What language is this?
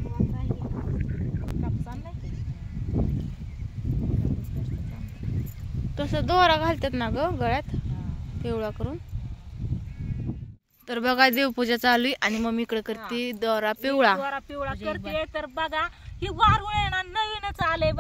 Marathi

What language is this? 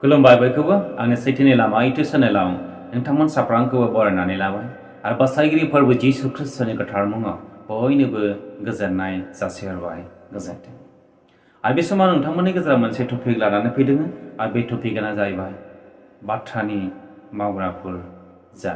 Bodo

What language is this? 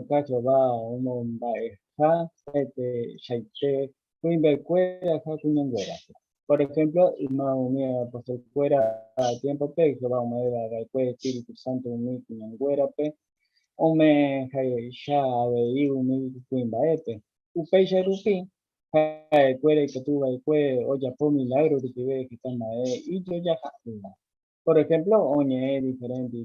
Guarani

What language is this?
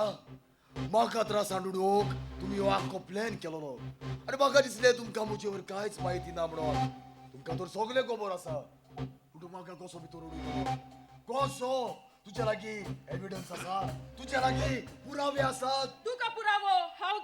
Konkani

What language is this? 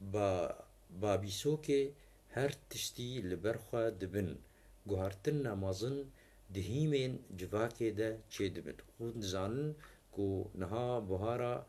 Kurdish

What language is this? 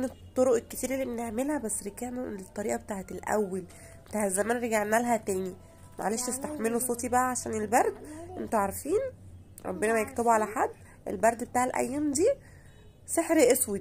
Egyptian Arabic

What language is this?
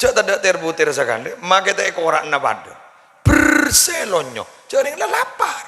Madurese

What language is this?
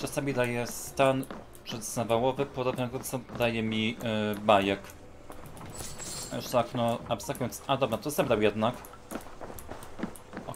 Polish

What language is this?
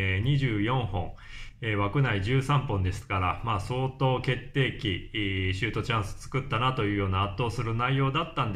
Japanese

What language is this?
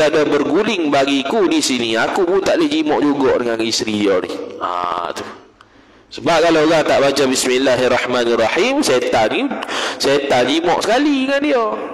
Malay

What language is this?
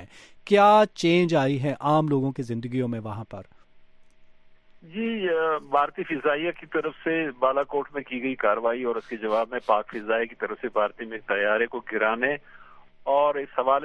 Urdu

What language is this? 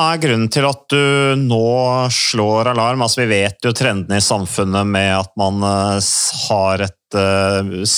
Norwegian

